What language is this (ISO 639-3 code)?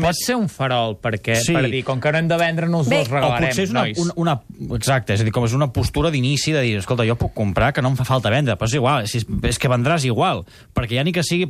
cat